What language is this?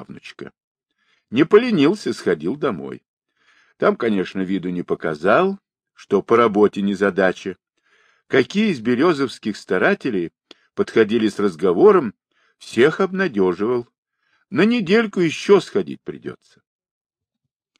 Russian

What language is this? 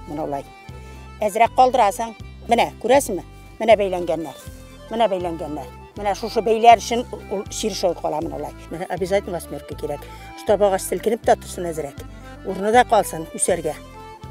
Bashkir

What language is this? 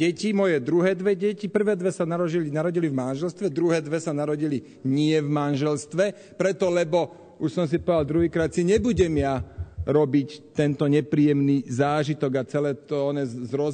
Slovak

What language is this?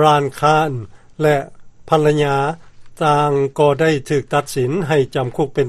Lao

